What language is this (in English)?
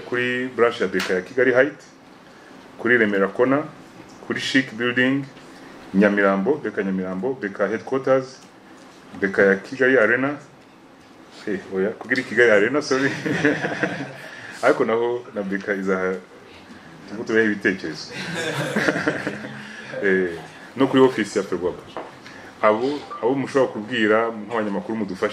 Kinyarwanda